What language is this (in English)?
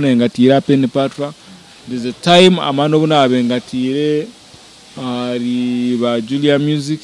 Nyankole